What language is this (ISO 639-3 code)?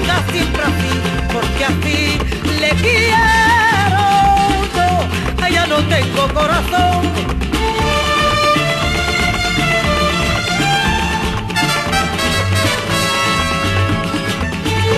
spa